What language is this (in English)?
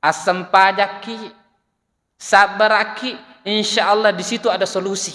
Buginese